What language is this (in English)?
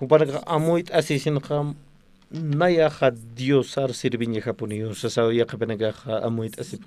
Aymara